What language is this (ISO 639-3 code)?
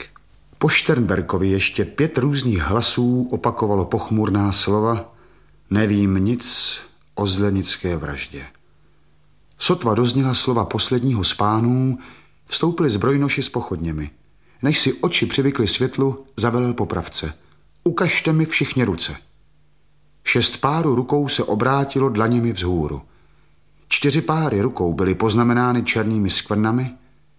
ces